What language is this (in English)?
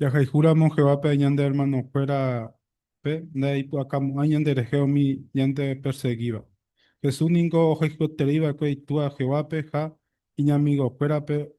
Guarani